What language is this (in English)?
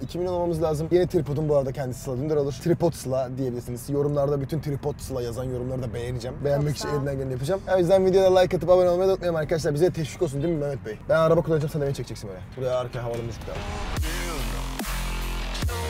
Turkish